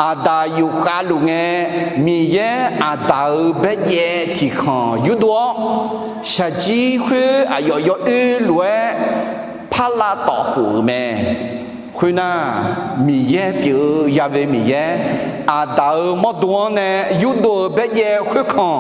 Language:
Akha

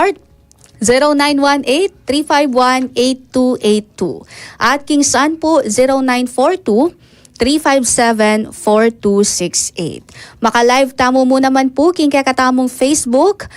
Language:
Pampanga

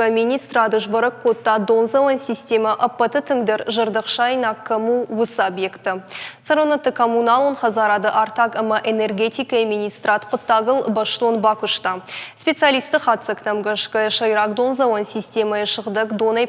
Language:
Ossetic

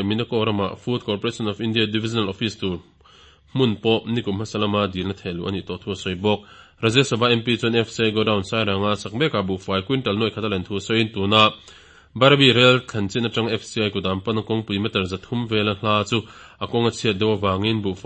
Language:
Mizo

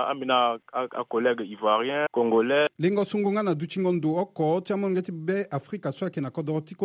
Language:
Sango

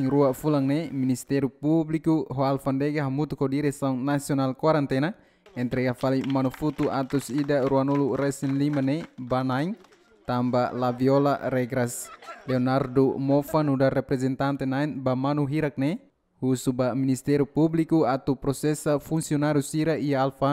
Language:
Tetum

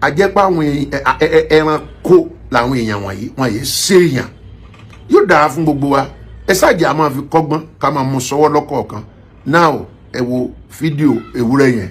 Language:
Yoruba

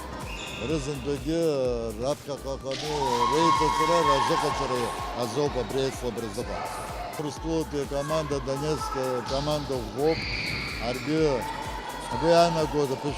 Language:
Abkhazian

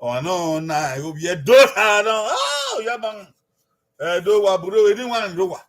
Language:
Bini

